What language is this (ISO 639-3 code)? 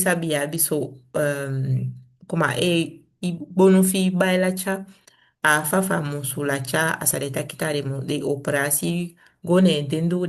srm